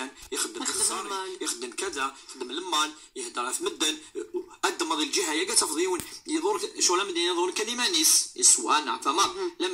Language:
Moroccan Arabic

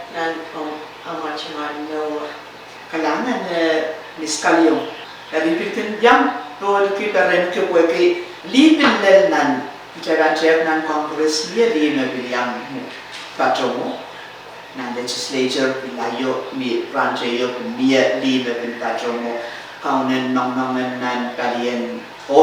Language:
Pohnpeian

